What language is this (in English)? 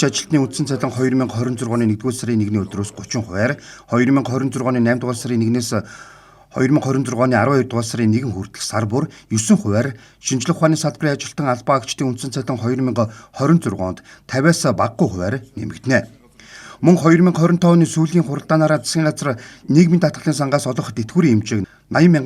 Mongolian